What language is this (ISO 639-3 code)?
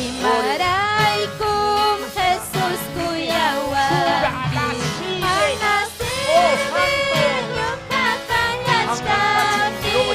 quy